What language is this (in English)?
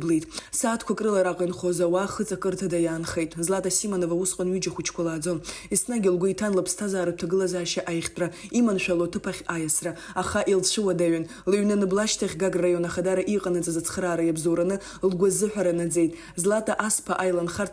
Abkhazian